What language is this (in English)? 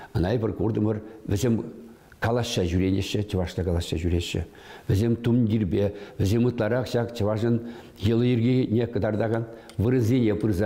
Chuvash